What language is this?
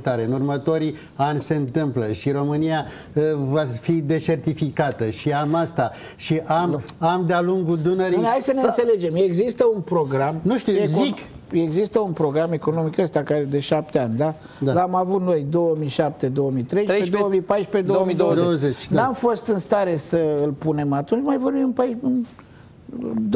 Romanian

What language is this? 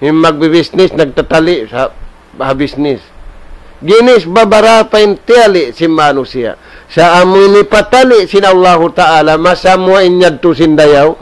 Tausug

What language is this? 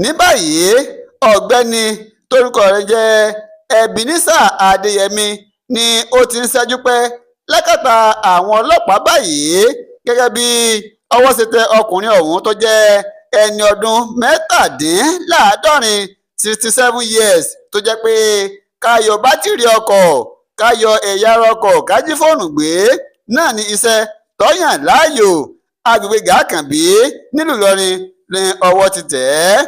Yoruba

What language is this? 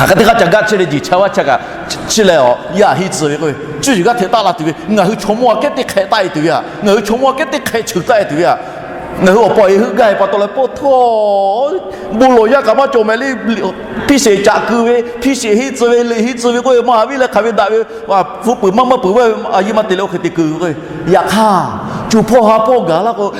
Lahu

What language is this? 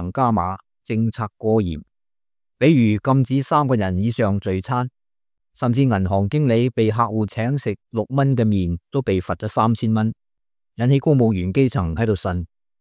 Cantonese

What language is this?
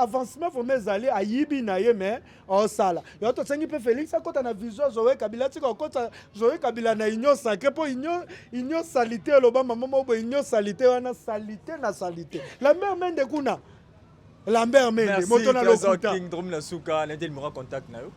Lingala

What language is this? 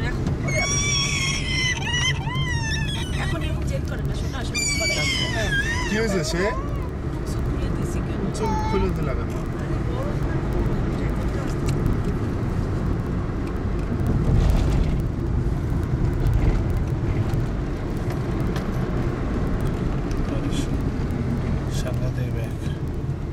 Bangla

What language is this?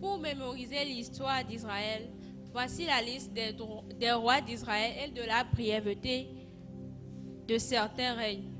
Ewe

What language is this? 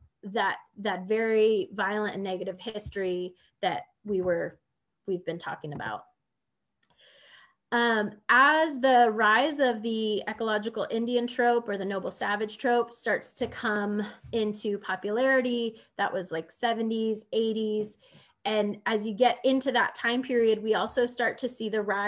English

